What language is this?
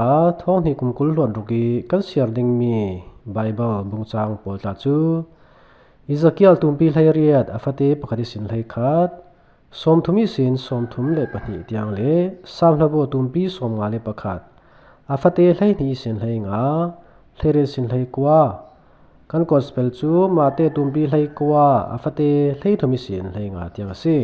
Falam Chin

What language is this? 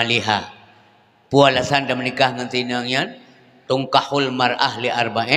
Achinese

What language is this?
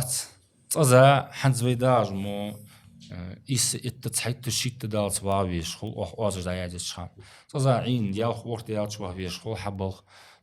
Ingush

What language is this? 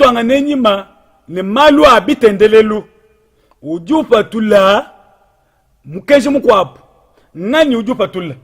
Luba-Lulua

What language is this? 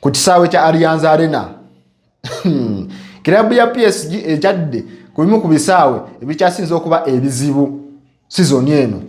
Ganda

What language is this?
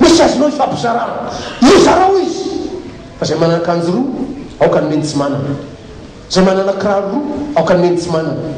Malagasy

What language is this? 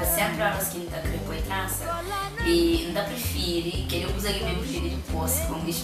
Kabuverdianu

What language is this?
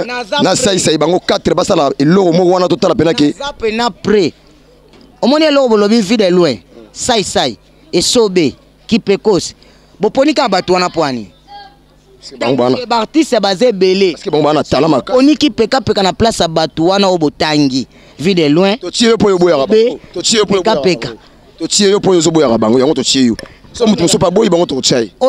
Lingala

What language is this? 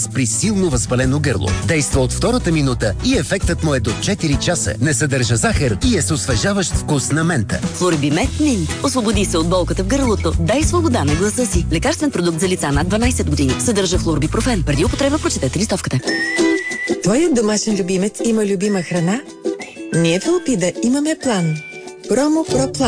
Bulgarian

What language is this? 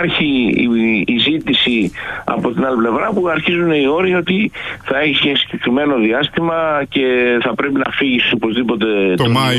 Greek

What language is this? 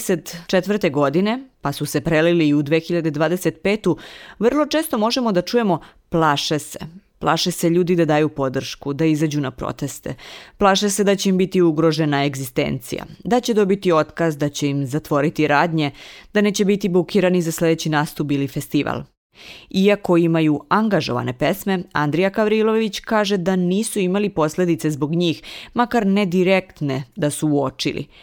Serbian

